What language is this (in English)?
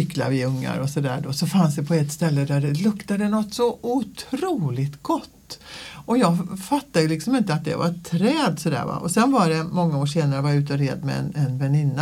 Swedish